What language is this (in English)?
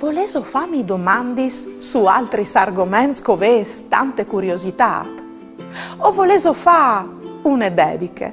Friulian